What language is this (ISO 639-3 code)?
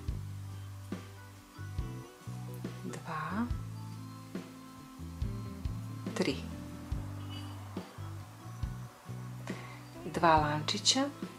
srp